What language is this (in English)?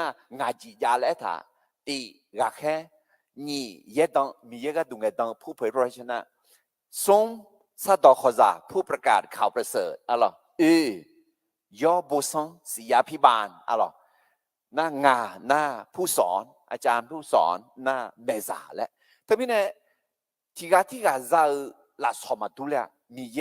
Akha